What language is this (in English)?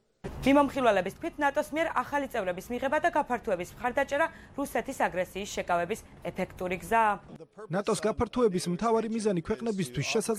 Georgian